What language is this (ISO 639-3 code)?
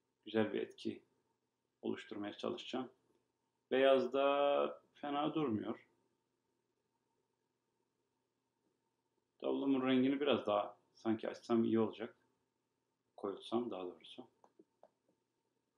tur